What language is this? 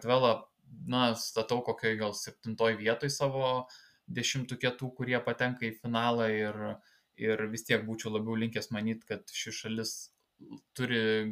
Lithuanian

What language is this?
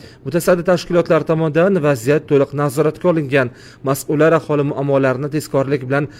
Uzbek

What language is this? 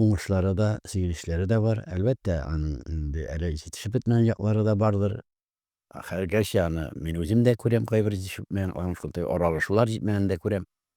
Tatar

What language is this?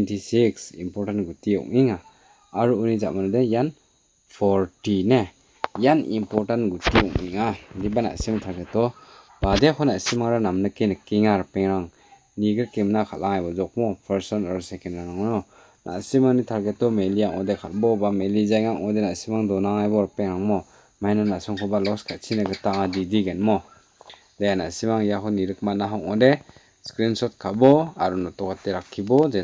Garo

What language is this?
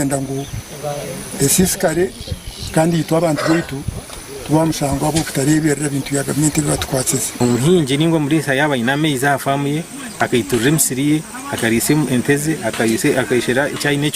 Nyankole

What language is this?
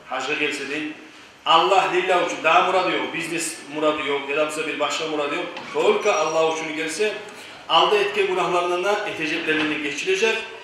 Kumyk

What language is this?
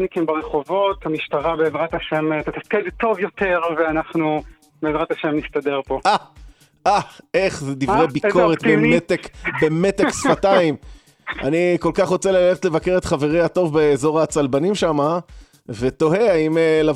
Hebrew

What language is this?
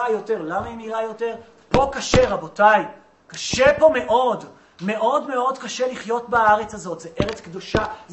Hebrew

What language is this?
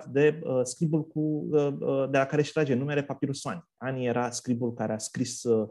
Romanian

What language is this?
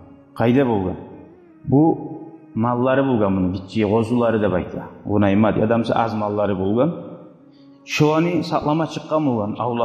Kumyk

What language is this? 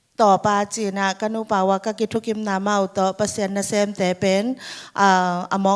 Tedim Chin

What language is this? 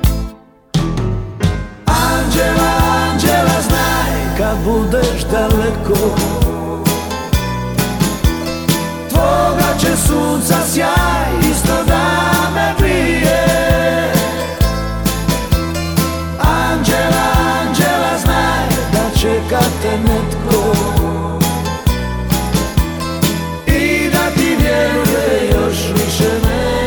Croatian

